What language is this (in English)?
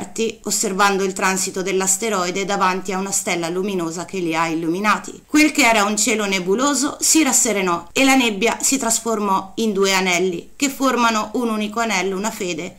Italian